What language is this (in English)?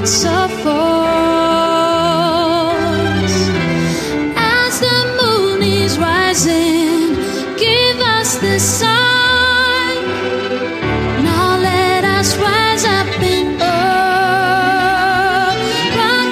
Greek